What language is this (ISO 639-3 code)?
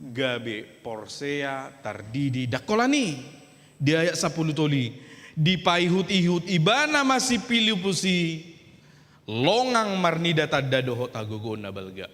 bbc